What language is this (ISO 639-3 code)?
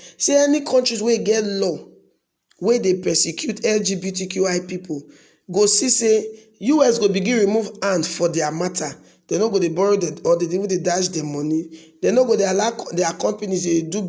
pcm